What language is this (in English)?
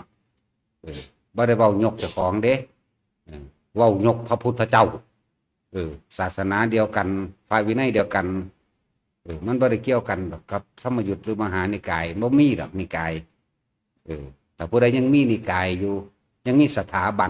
Northeastern Thai